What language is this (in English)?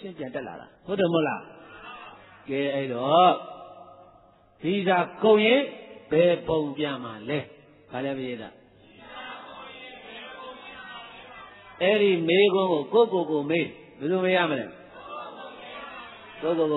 Burmese